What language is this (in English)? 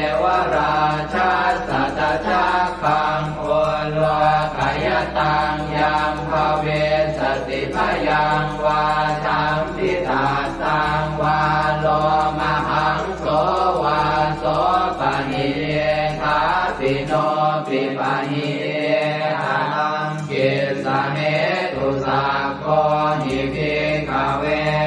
Pali